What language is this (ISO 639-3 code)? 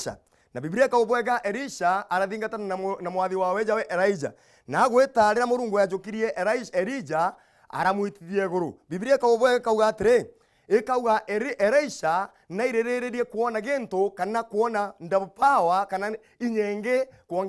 mer